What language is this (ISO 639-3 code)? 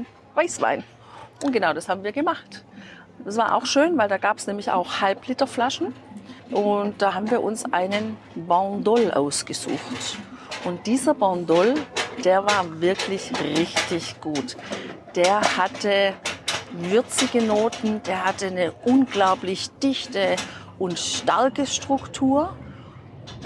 deu